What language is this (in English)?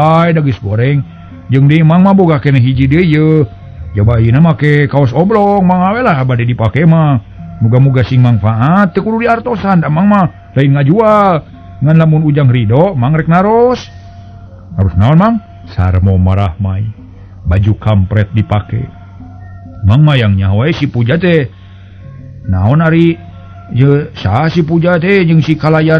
Sundanese